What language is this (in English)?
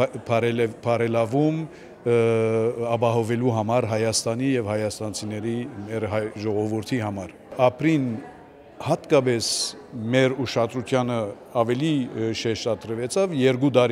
Armenian